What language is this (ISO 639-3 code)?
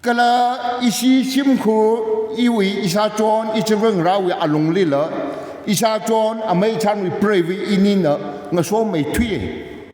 nmf